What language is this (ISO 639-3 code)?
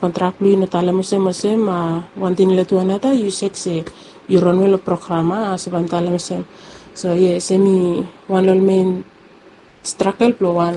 bis